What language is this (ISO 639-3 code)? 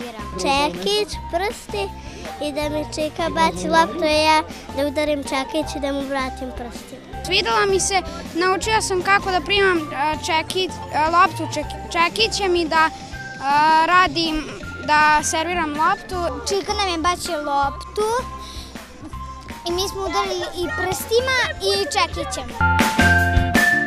srp